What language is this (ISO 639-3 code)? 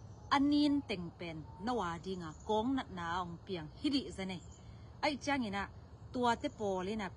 ctd